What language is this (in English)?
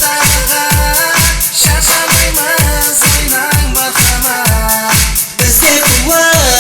Kara-Kalpak